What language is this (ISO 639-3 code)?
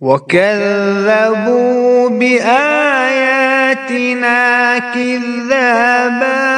kas